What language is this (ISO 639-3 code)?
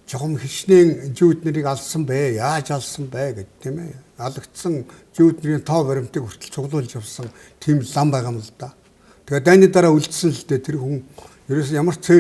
mon